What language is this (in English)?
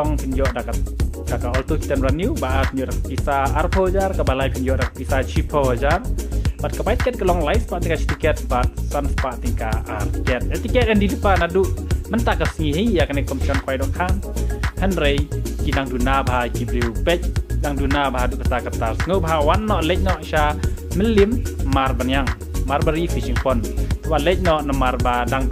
Khasi